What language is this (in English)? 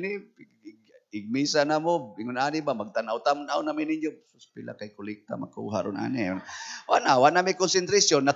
Cebuano